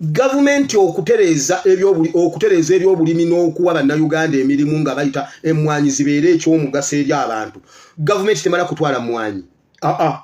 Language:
Ganda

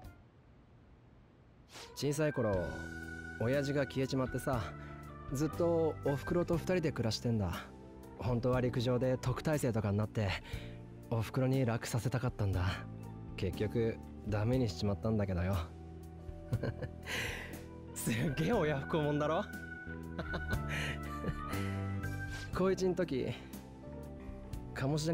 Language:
Japanese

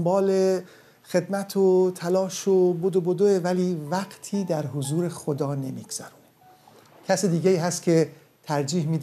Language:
Persian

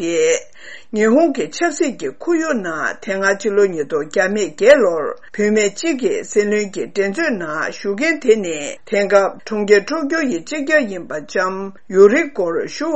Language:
Tibetan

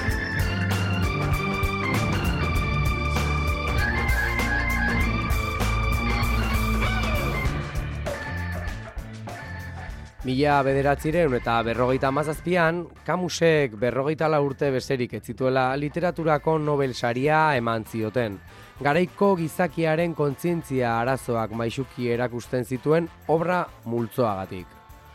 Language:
Basque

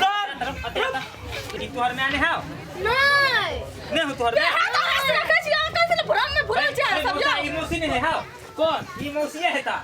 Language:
Maithili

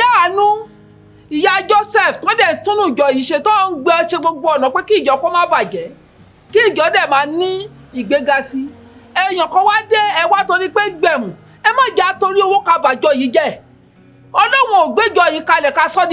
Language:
Yoruba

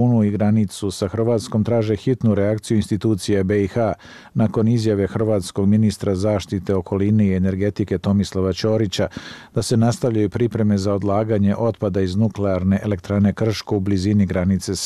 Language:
Bosnian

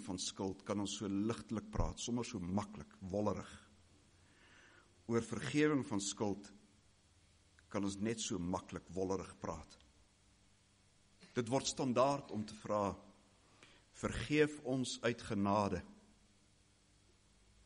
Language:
Afrikaans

